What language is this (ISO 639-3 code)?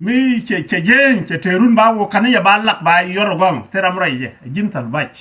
nus